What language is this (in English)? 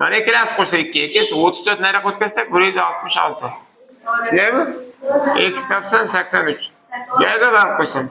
Uzbek